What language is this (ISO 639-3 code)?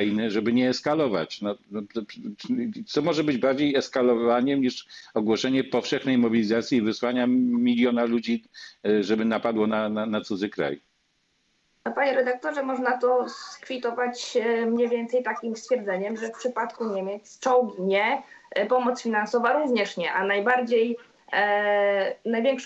pol